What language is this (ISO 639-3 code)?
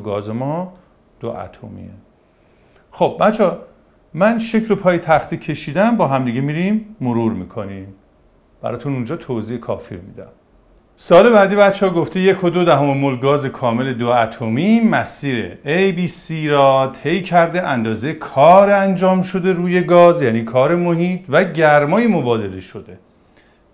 fas